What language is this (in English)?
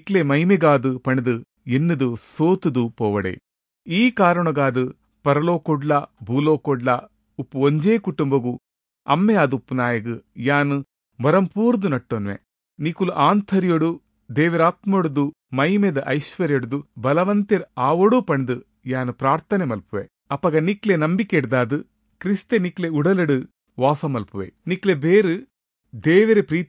Tulu